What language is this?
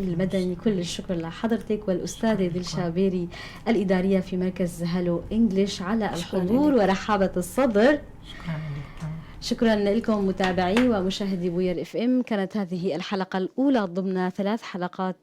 North Levantine Arabic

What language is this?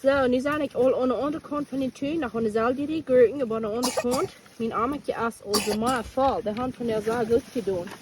Plautdietsch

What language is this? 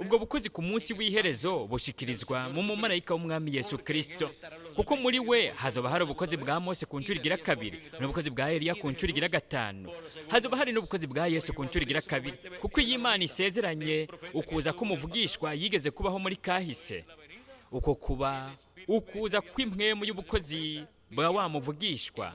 Rundi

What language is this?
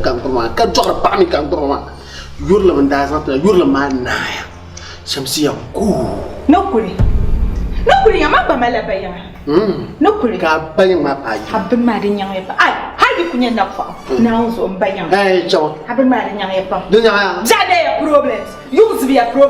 Dagbani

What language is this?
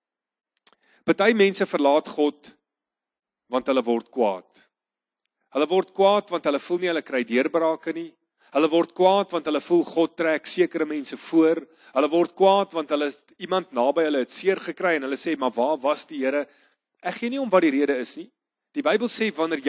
Afrikaans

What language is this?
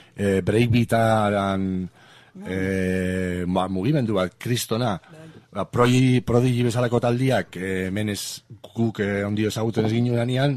Basque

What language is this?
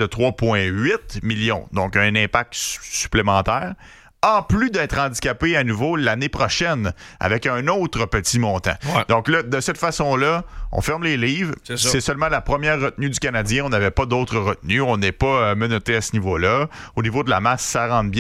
French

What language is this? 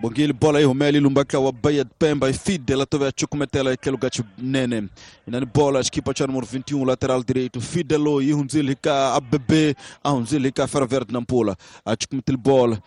Tsonga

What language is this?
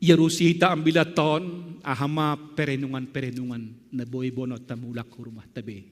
Batak Simalungun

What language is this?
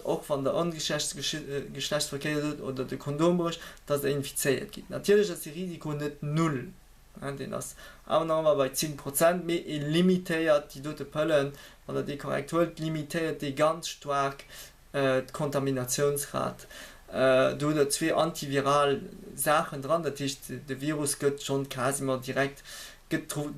Luxembourgish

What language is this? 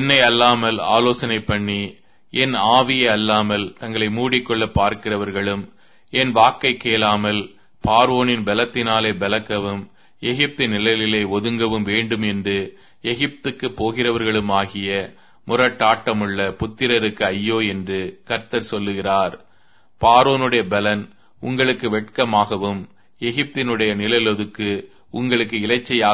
Tamil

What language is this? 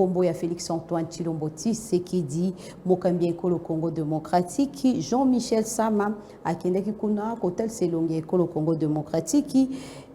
Lingala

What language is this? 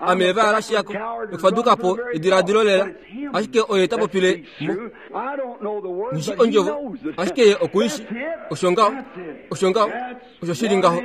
Kuanyama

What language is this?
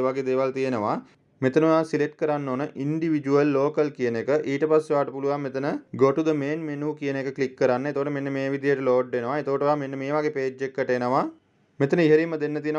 Sinhala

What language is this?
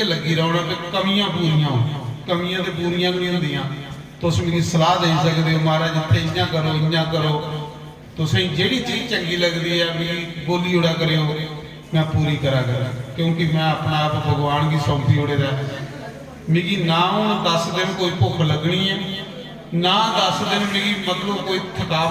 Dogri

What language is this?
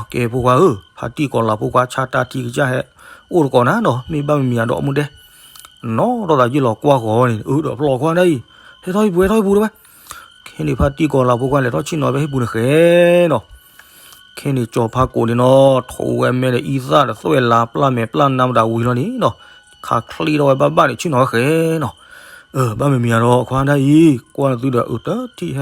S'gaw Karen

